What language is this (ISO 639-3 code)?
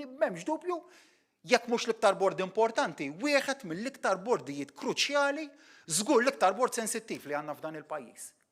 mlt